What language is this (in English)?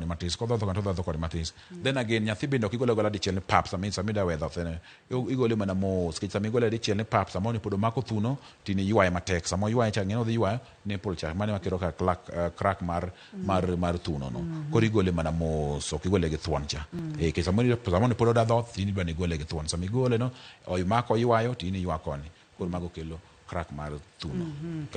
Luo (Kenya and Tanzania)